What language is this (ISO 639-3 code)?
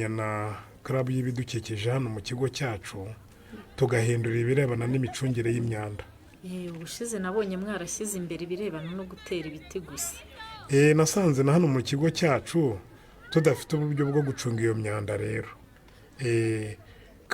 kin